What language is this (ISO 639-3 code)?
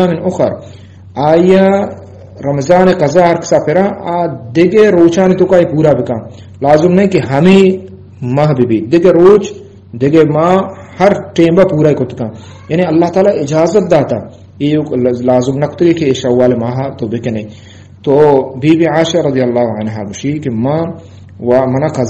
bgp